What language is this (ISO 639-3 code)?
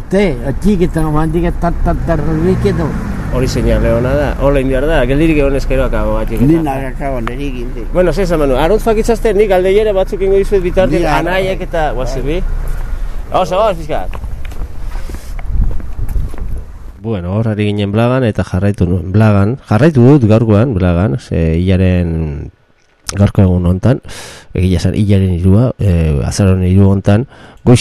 eus